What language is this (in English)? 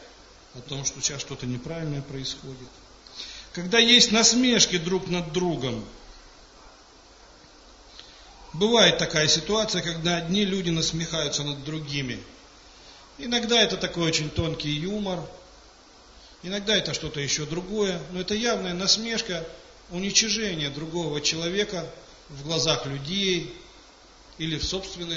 Russian